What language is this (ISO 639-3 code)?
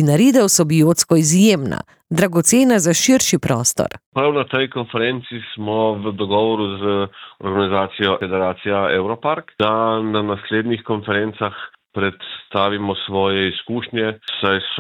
slv